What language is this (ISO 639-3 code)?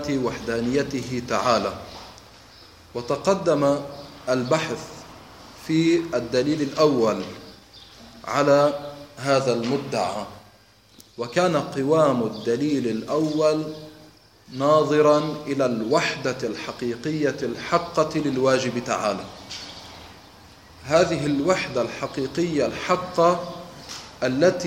ara